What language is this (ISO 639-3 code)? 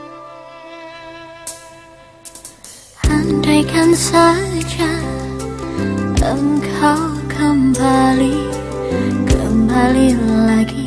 ind